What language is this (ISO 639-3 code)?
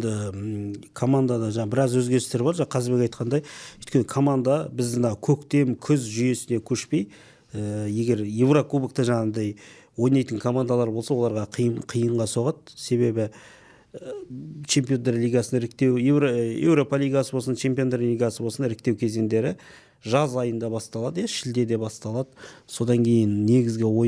kaz